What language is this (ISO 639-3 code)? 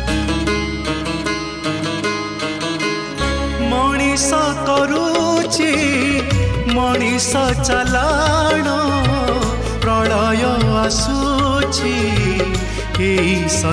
ori